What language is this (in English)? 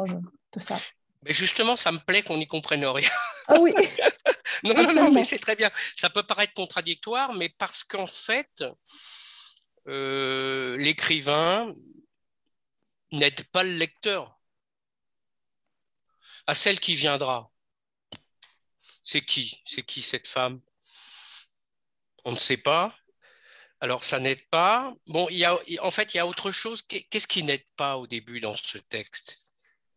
French